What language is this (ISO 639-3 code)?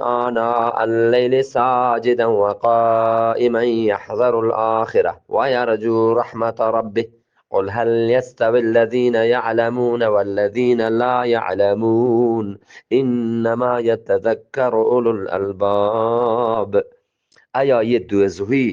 bgp